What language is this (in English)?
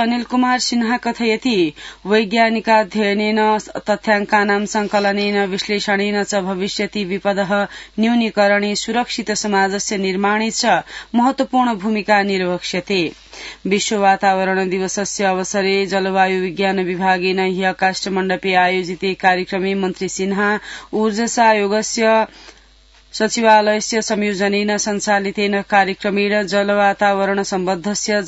Sanskrit